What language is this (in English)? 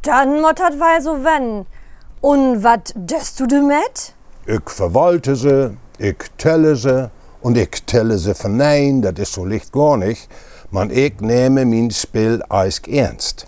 Low German